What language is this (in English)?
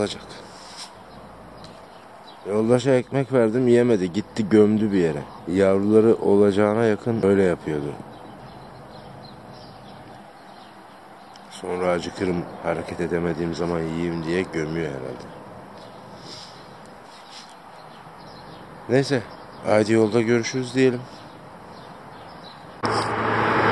Turkish